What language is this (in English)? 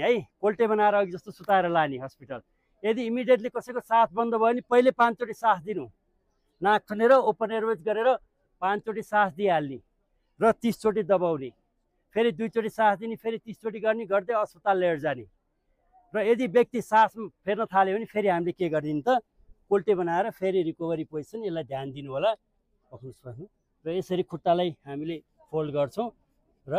Nepali